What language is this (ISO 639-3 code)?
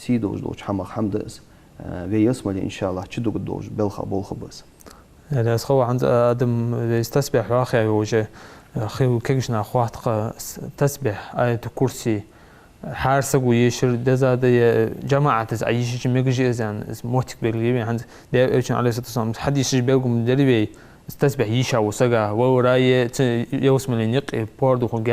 inh